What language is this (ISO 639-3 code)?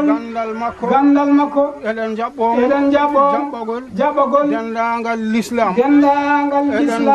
ful